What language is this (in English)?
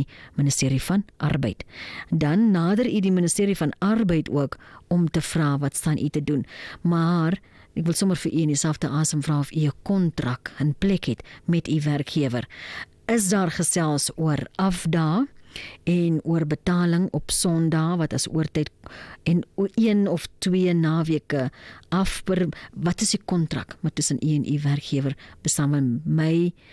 Afrikaans